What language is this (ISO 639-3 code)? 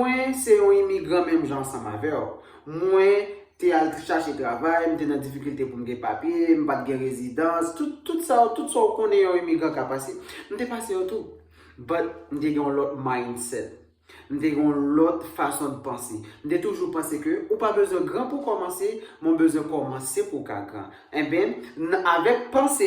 hat